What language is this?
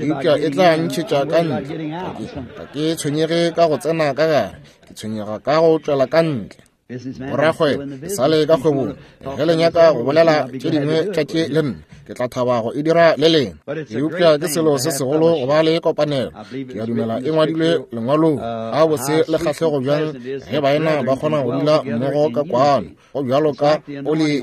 Northern Sotho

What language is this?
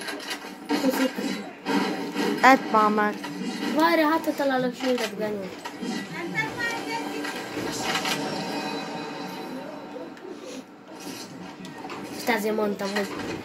Hungarian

